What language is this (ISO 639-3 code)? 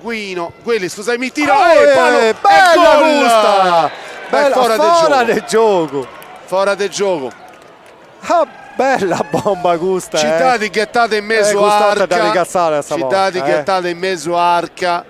srd